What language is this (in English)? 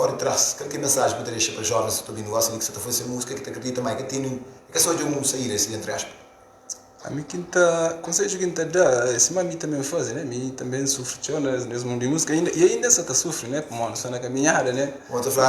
Kabuverdianu